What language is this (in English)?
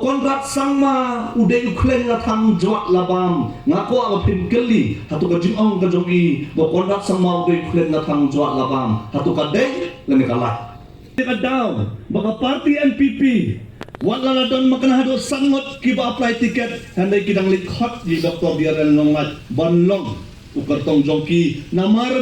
Khasi